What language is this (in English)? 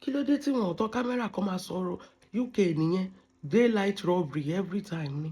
Yoruba